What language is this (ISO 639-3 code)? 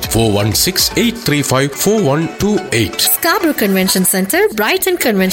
tam